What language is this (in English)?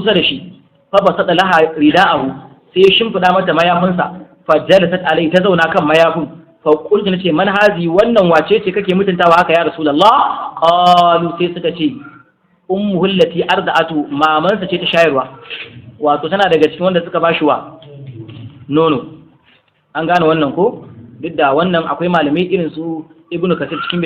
Hausa